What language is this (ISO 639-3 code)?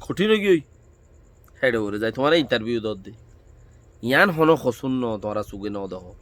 rhg